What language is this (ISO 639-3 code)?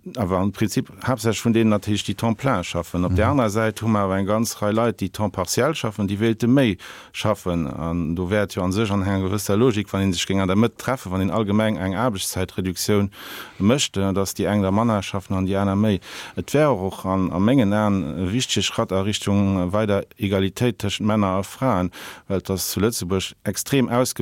ltz